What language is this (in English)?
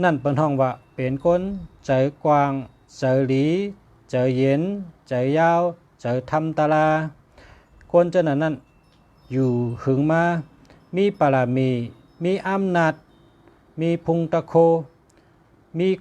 Shan